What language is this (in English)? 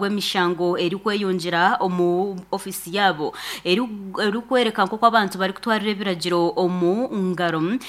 Nyankole